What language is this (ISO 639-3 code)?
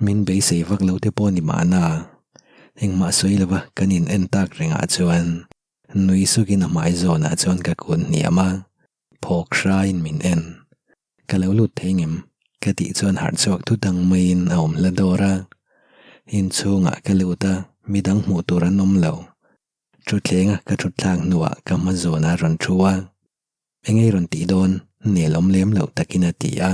lus